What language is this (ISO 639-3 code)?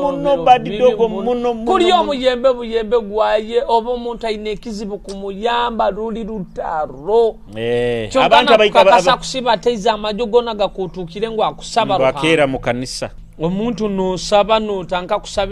nyo